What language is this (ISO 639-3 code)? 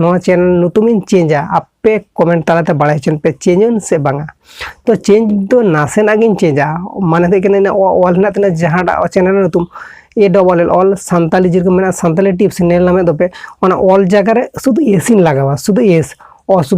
sat